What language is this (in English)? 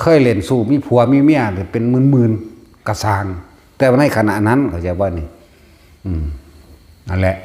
Northeastern Thai